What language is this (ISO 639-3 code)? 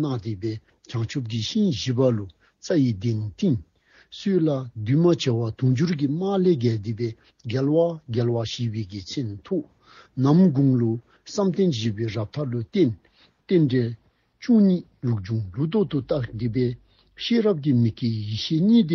dzo